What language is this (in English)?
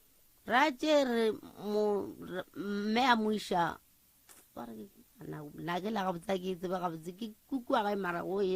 Northern Sotho